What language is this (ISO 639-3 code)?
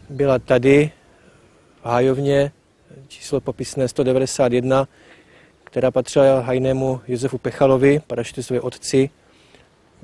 ces